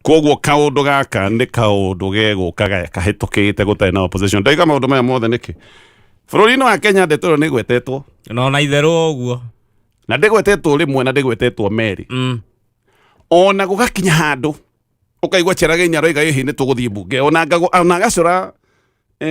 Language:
Kikuyu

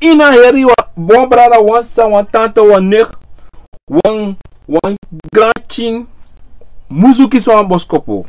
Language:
Sranan Tongo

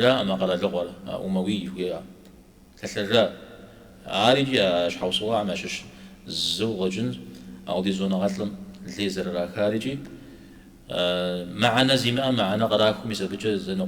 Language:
Kabardian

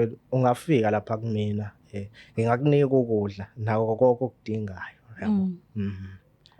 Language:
Zulu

